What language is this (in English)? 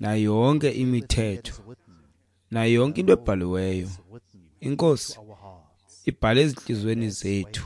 Xhosa